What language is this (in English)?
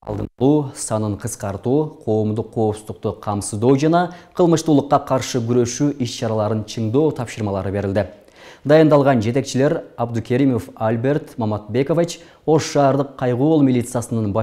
Kyrgyz